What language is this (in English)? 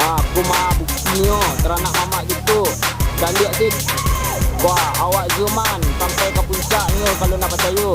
Minangkabau